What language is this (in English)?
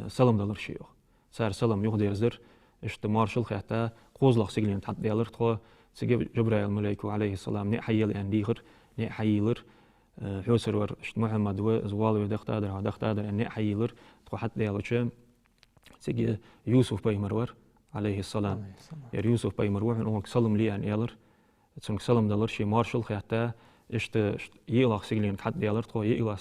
Ingush